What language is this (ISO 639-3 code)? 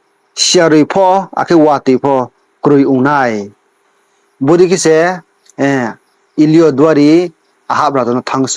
ria